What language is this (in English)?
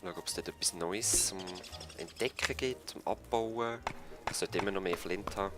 Swiss German